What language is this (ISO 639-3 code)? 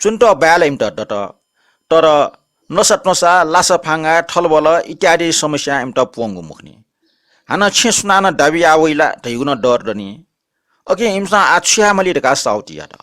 new